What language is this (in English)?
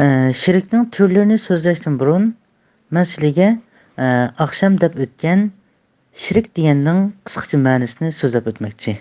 Uyghur